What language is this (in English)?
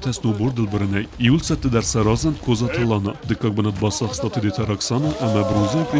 Ossetic